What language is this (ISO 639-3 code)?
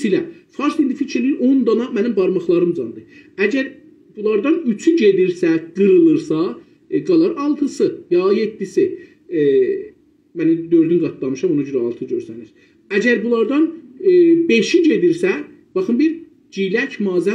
azb